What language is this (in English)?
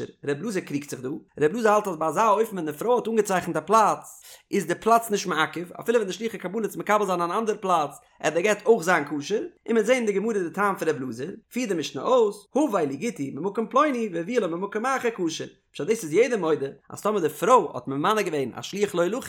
Yiddish